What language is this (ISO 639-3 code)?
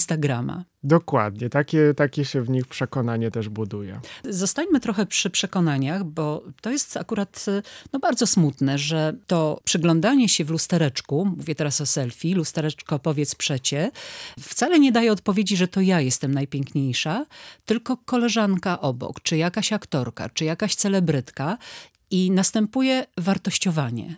pol